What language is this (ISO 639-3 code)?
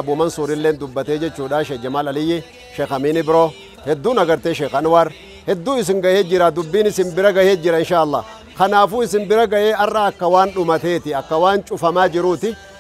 orm